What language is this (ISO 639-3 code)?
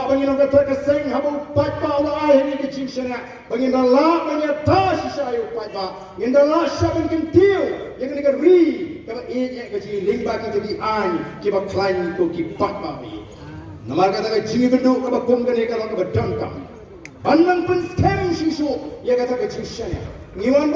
kha